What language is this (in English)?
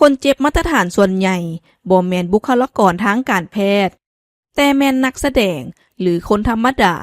Lao